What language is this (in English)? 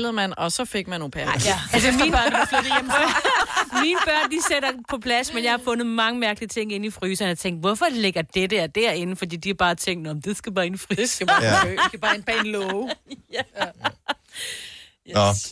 Danish